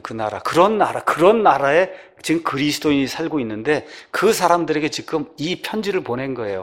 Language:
Korean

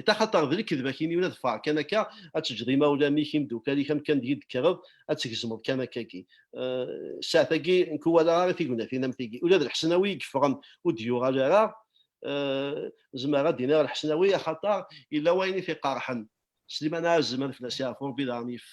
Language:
Kabyle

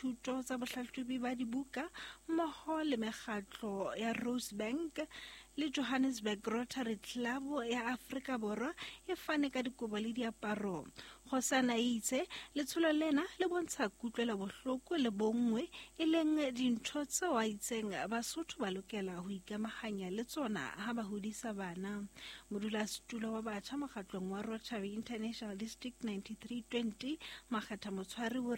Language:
Southern Sotho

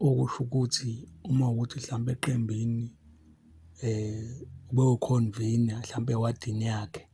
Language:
Zulu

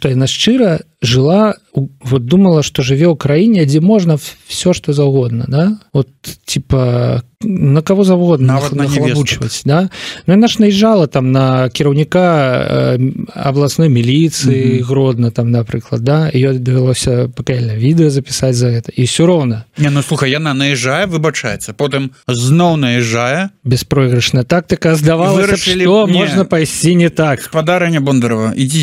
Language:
Belarusian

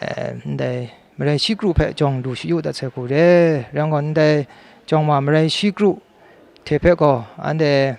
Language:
Kachin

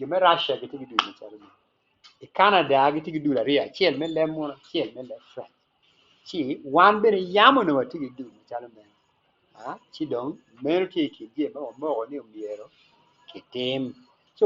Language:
Acoli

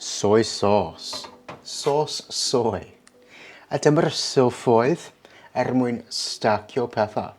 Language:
Welsh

